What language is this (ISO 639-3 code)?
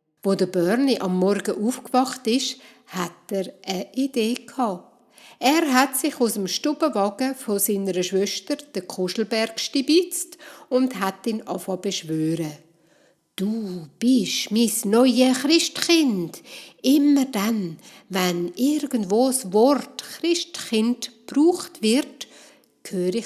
gsw